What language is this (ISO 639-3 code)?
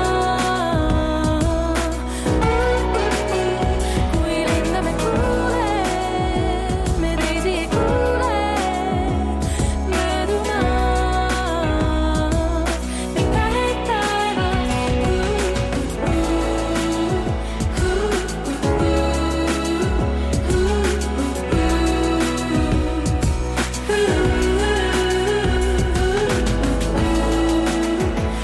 est